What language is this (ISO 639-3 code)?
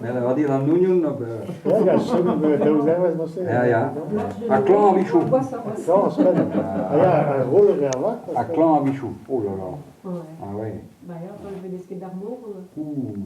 bre